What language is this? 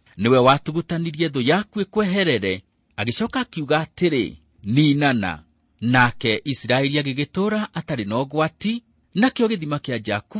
Kikuyu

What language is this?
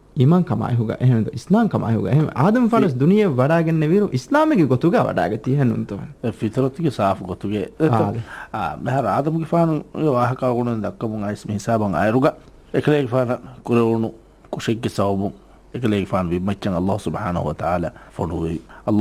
Divehi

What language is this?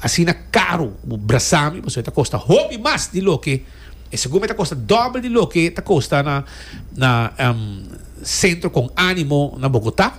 Papiamento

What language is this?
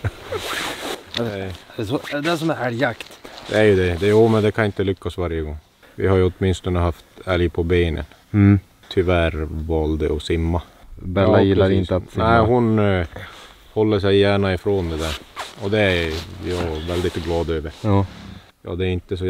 Swedish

